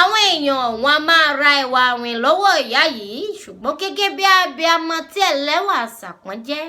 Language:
Yoruba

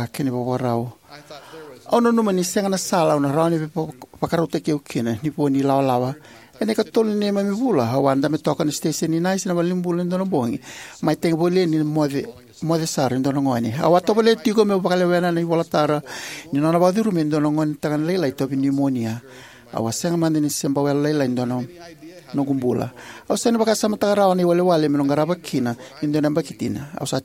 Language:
Fijian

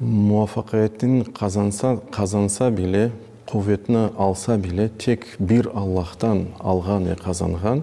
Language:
Crimean Tatar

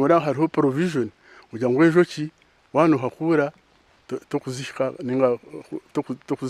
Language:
Nyankole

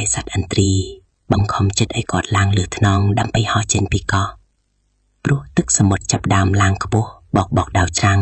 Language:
Khmer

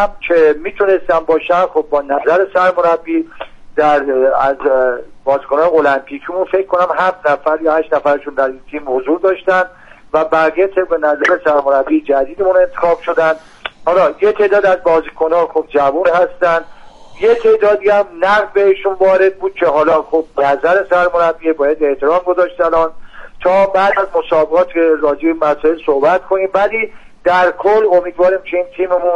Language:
Persian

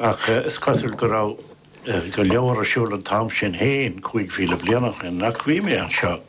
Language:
Irish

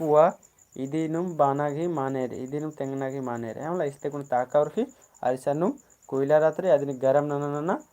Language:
Kurukh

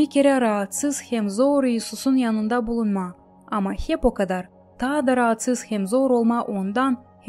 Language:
Gagauz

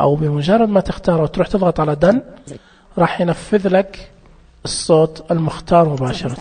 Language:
Najdi Arabic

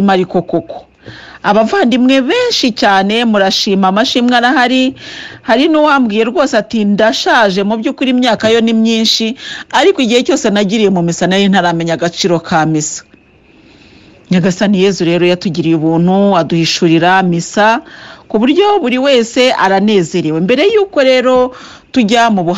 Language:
Kinyarwanda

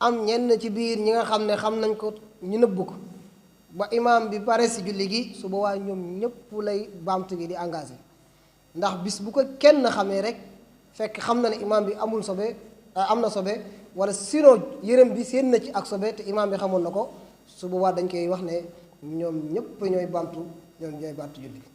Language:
Wolof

